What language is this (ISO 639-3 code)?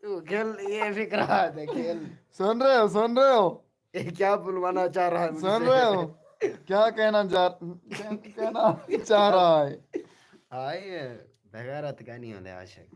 skr